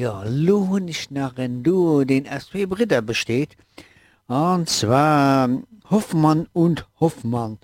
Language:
Luxembourgish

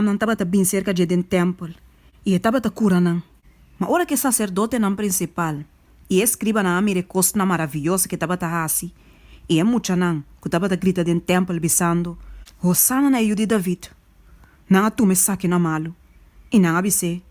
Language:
Papiamento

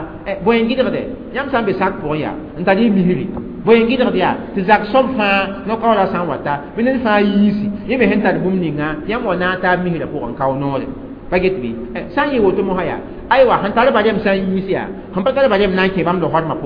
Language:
Mossi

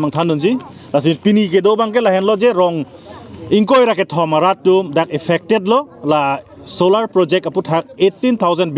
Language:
Karbi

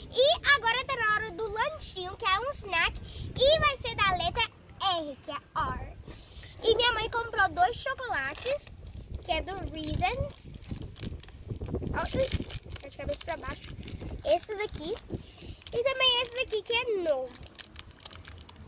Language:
Portuguese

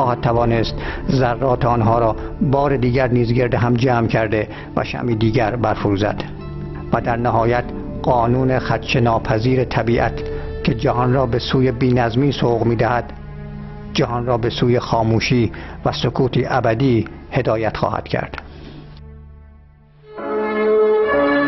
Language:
Persian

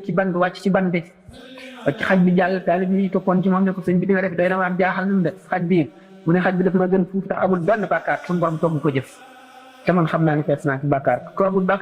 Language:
Wolof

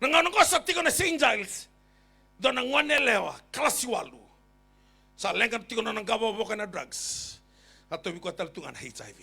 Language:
Fijian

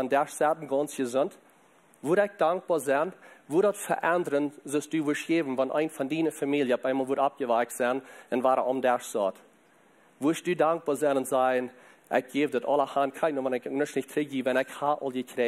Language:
Plautdietsch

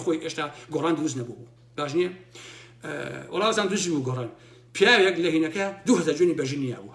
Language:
Central Kurdish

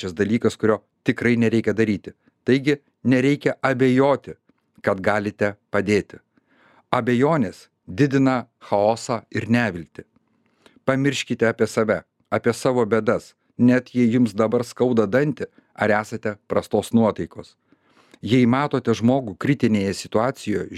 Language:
Lithuanian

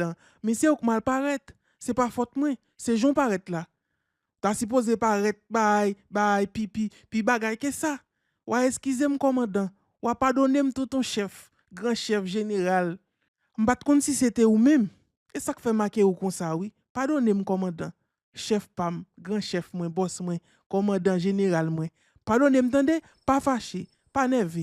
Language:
Haitian Creole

